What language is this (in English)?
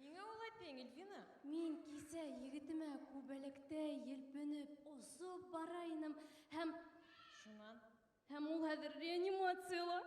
Bashkir